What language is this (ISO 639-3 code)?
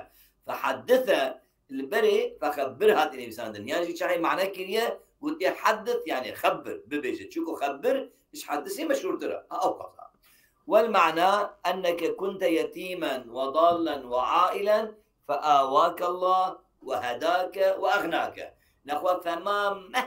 kur